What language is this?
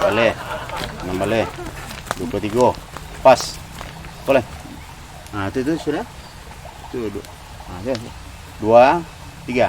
Minangkabau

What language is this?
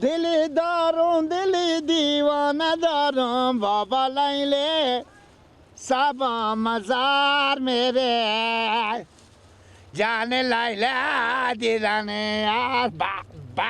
Persian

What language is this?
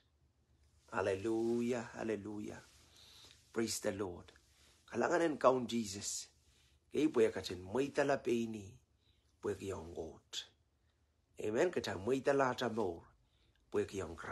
Pohnpeian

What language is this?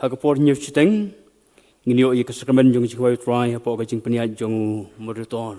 Khasi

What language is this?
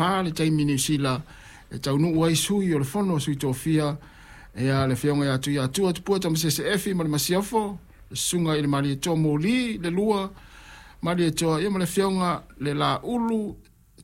Samoan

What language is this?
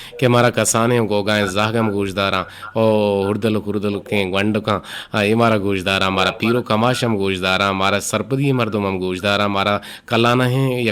Eastern Balochi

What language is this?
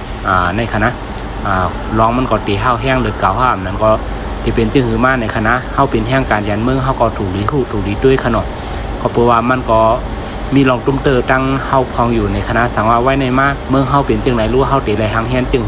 Shan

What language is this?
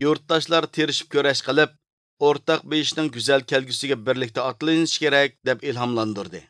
Uyghur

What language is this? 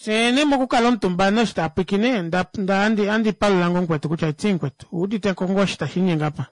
Kuanyama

